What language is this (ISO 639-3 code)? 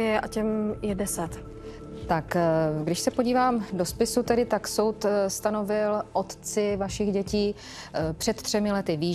ces